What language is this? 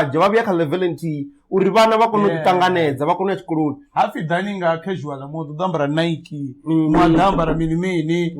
Venda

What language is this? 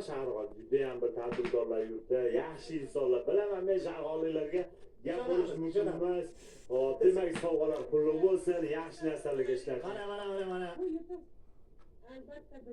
Uzbek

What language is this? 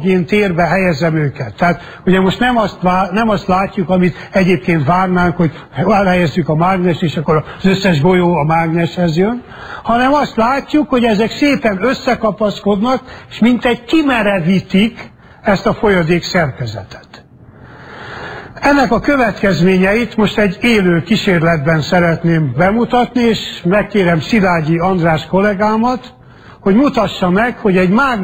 Hungarian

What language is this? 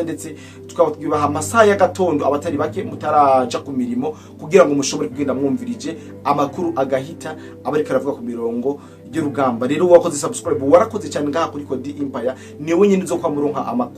Rundi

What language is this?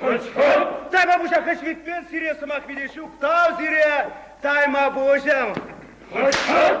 Chuvash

